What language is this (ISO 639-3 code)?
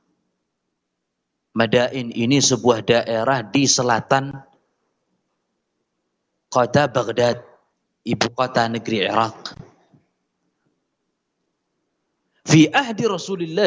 ind